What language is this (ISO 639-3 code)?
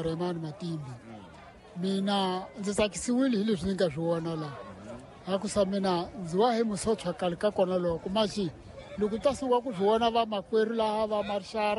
tso